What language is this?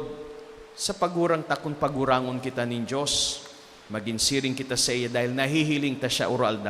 Bikol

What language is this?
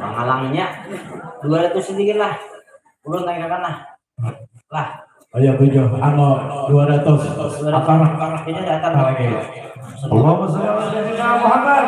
Banjar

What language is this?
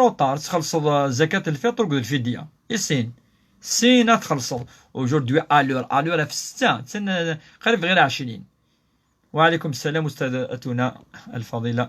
Kabyle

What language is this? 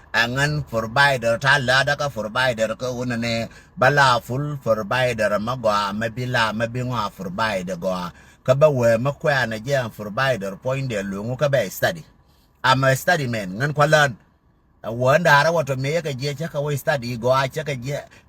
Nuer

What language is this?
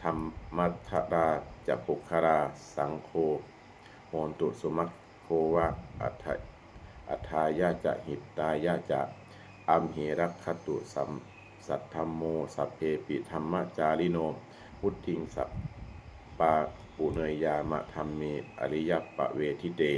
Pali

